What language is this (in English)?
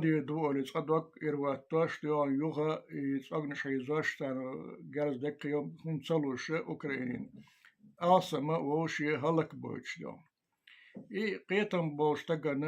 Chechen